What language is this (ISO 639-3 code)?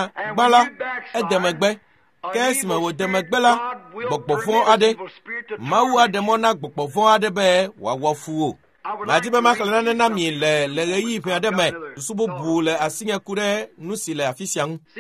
ewe